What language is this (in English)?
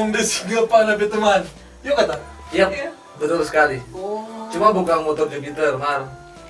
Manado Malay